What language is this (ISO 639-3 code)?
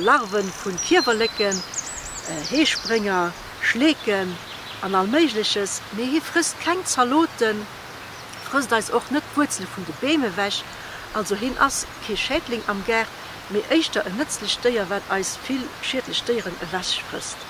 ltz